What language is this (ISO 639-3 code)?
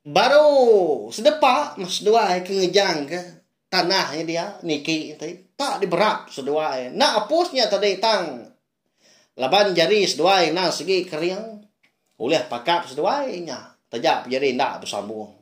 iba